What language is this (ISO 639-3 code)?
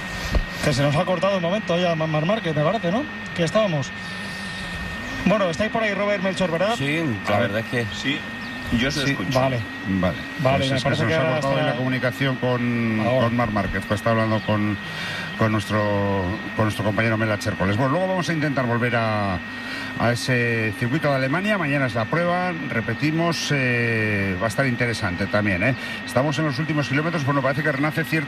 spa